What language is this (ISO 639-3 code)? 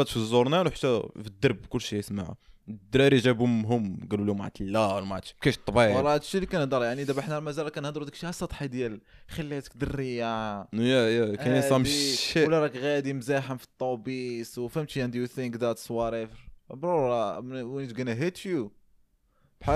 ary